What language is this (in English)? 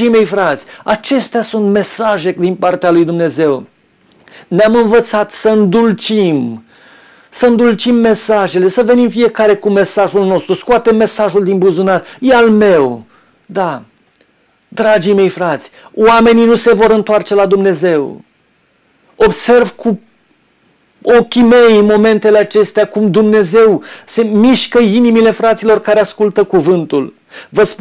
Romanian